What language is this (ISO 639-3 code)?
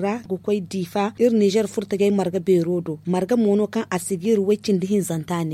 dje